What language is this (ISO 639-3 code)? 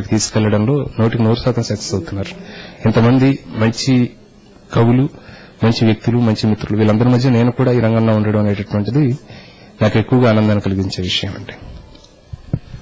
tel